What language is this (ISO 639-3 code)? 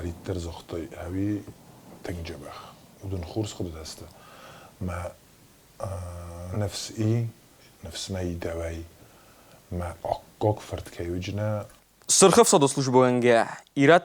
oss